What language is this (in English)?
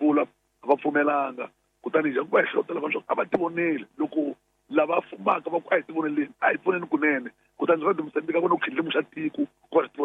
Tsonga